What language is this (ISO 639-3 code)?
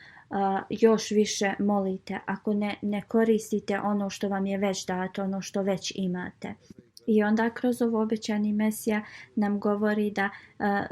bos